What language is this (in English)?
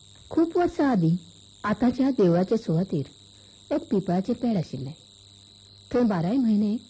Konkani